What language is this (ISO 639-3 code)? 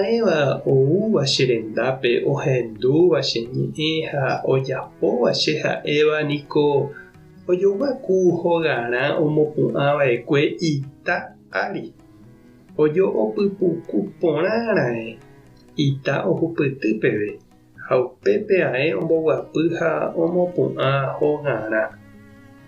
grn